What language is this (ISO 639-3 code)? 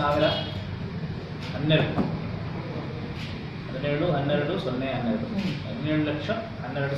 kan